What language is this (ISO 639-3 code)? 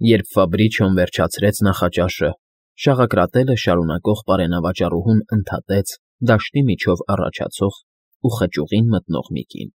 hye